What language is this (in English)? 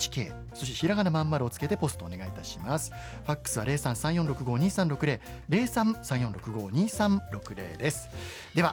Japanese